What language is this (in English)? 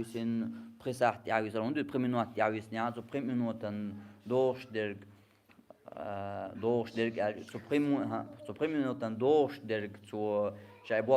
Chechen